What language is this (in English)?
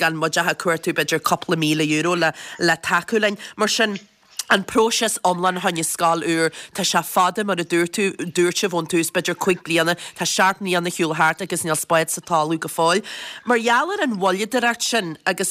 Irish